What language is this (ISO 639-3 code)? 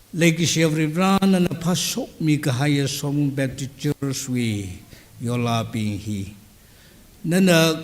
nmf